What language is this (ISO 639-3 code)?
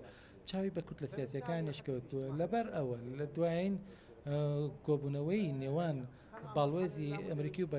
ckb